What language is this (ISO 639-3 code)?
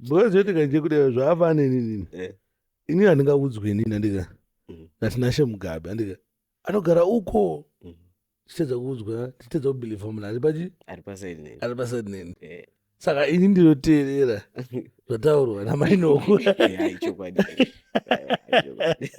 sna